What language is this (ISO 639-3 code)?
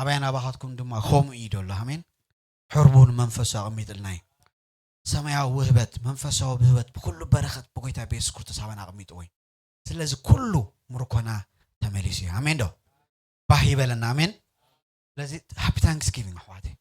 tir